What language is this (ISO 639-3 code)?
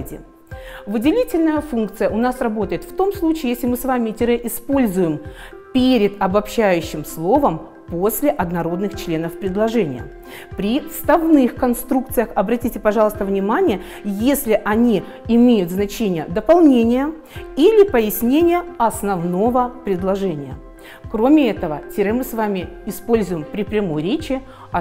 rus